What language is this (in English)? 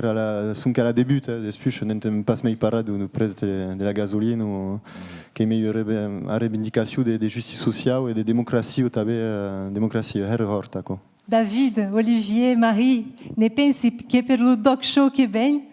Occitan